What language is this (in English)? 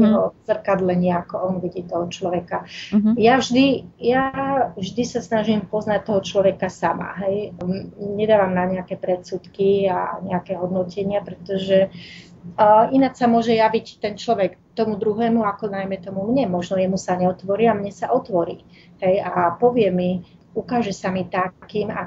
Slovak